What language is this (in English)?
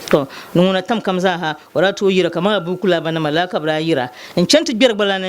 Dagbani